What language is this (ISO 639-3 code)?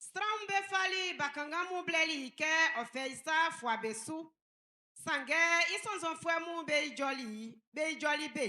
bci